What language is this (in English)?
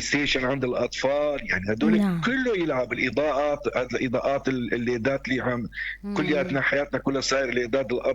North Levantine Arabic